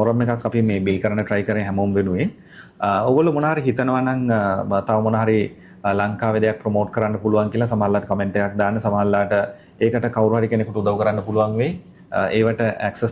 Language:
Sinhala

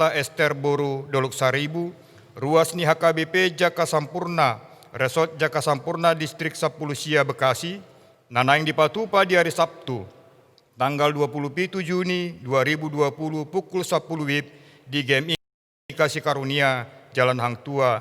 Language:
Batak Toba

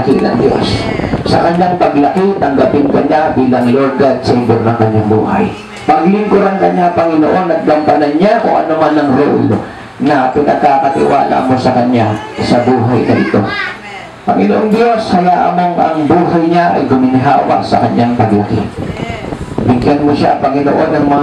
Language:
Filipino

